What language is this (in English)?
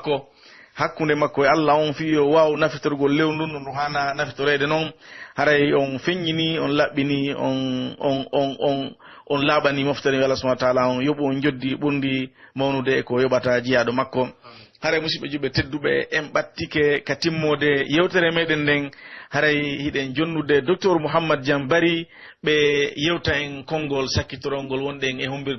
Pular